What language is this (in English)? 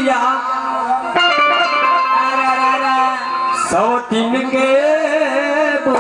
Bhojpuri